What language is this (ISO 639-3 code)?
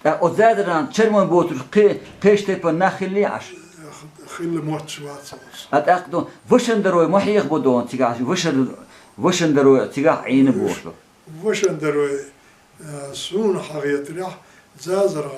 che